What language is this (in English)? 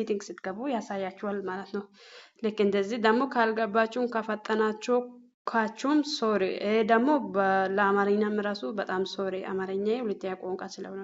Amharic